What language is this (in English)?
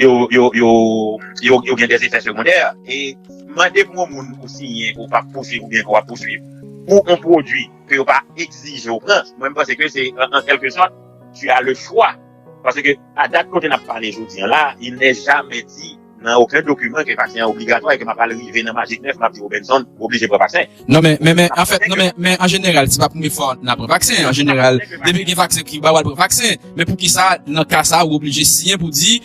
Haitian Creole